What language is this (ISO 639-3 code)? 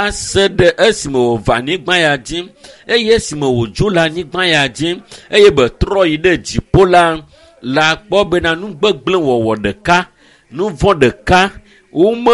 ewe